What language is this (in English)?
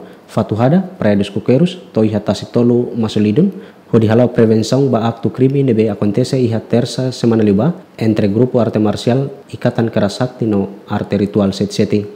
Tetum